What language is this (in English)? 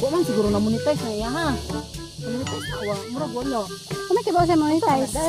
Cebuano